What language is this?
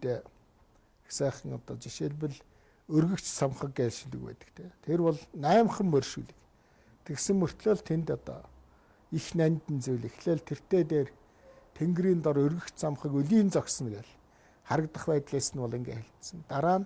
Mongolian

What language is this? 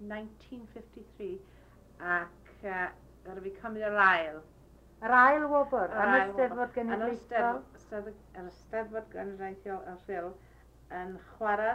Welsh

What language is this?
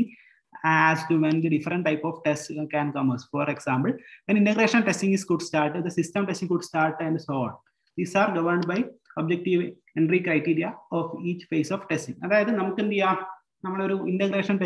Malayalam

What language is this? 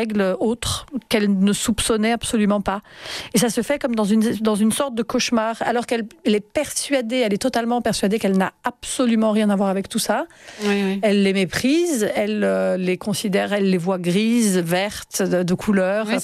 French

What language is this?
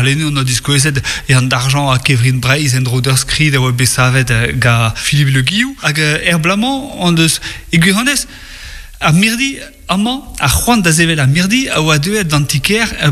Breton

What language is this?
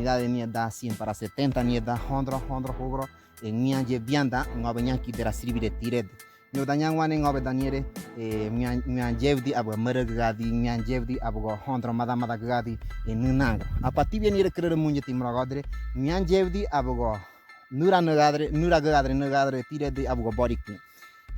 Ngäbere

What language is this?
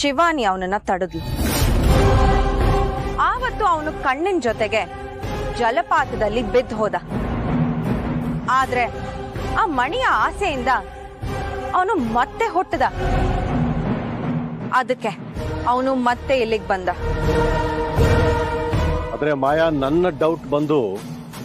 Kannada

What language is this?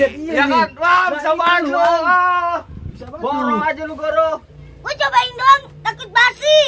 Betawi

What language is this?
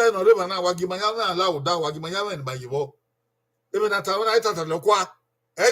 Bini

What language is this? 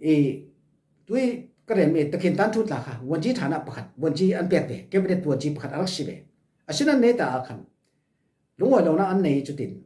Falam Chin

